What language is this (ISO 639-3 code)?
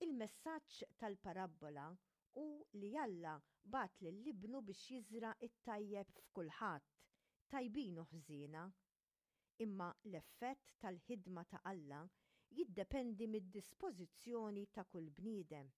mlt